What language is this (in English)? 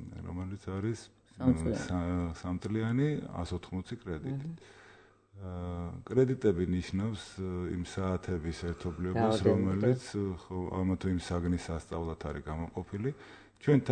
Georgian